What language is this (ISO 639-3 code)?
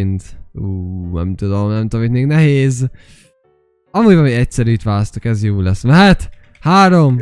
hun